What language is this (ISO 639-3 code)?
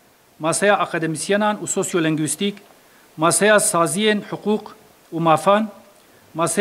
kur